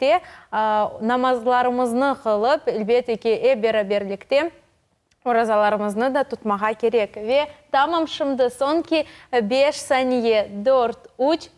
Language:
Crimean Tatar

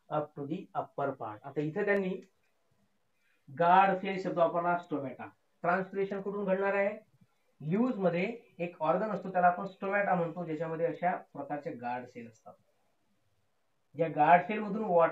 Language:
Marathi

